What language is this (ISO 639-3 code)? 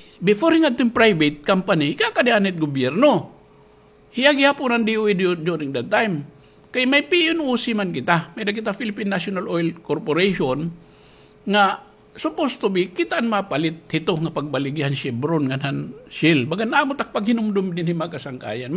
war